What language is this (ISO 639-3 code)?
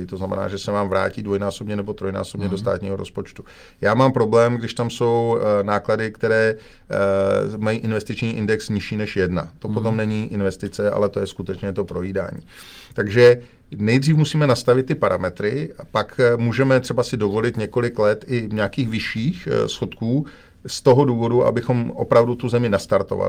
ces